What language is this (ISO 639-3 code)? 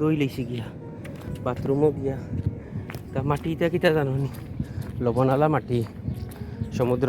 syl